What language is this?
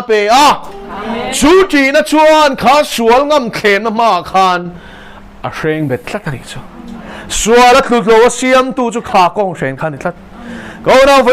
Mizo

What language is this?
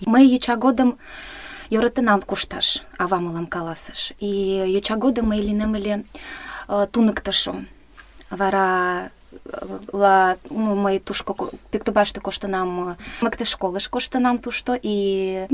Mari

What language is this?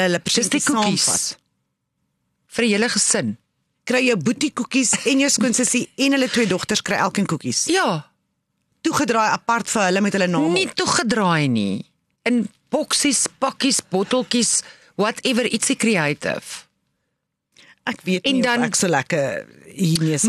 Afrikaans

